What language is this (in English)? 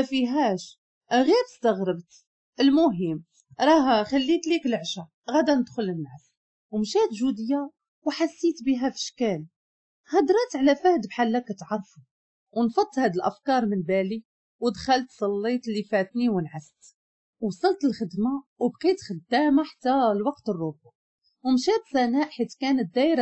Moroccan Arabic